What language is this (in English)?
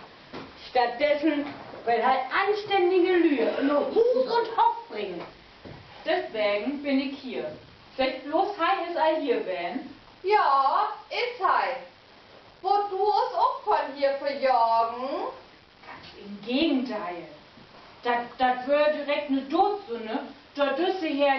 Low German